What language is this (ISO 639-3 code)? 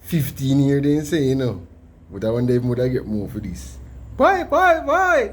jam